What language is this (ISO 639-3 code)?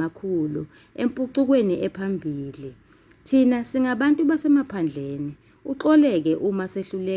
zul